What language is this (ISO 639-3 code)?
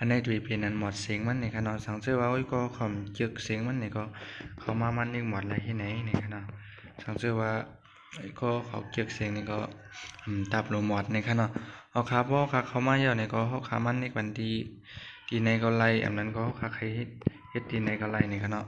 shn